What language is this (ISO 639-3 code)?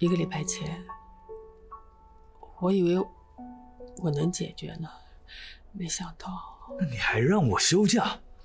zho